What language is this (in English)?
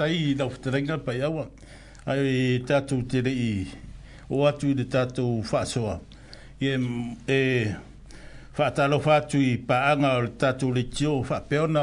Samoan